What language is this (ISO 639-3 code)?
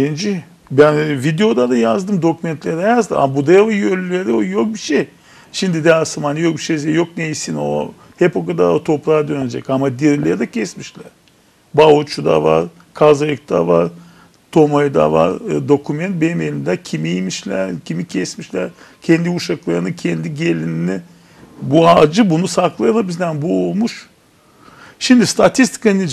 gag